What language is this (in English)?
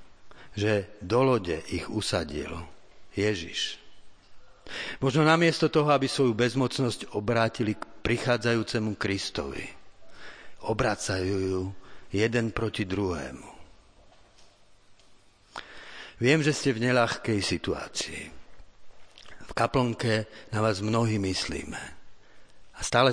Slovak